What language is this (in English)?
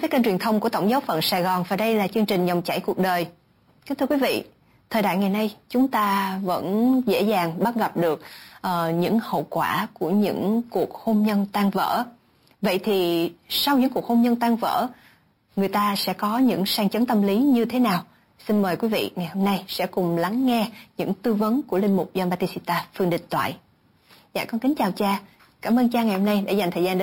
Vietnamese